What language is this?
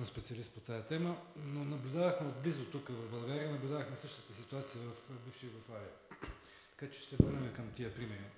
Bulgarian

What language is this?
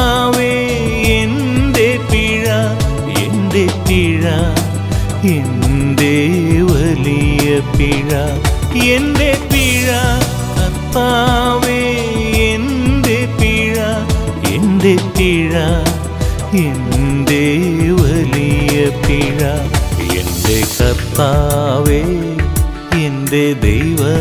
Malayalam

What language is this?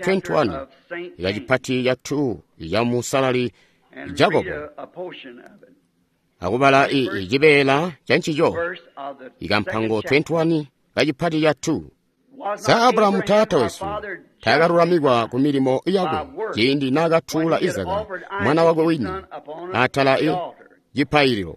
Tonga (Zambia)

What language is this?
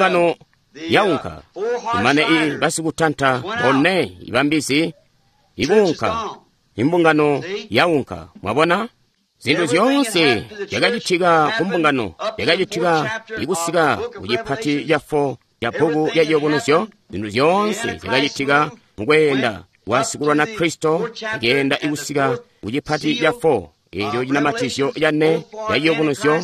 Tonga (Zambia)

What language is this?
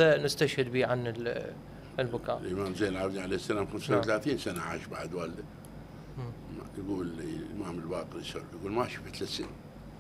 Mesopotamian Arabic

